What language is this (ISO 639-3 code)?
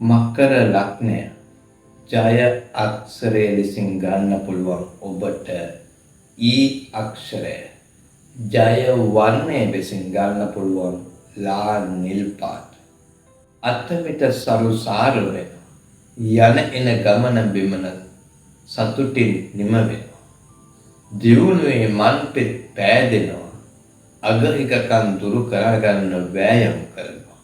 sin